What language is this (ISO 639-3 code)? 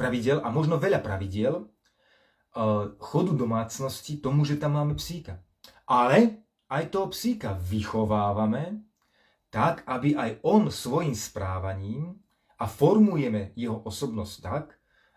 slk